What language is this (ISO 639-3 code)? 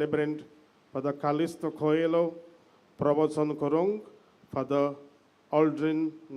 kok